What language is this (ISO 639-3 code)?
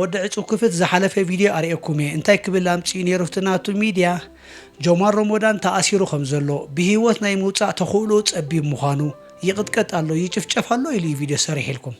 tir